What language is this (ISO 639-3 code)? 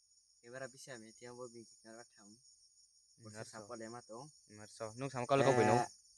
ria